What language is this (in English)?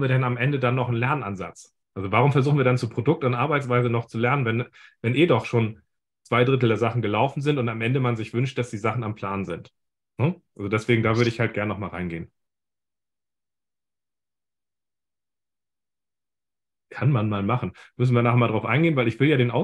German